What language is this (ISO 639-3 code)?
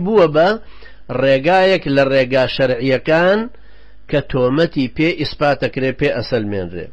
ckb